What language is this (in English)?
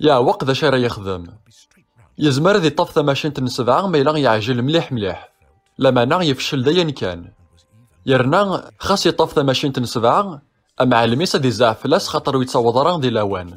Kabyle